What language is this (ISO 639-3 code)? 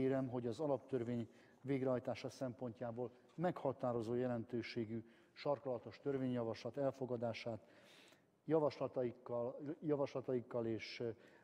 hun